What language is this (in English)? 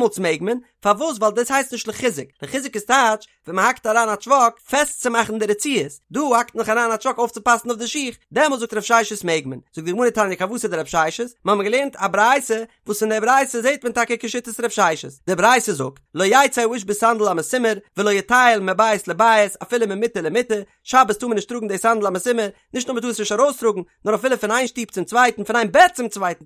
Yiddish